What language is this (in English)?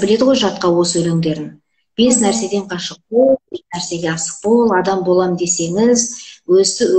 Kazakh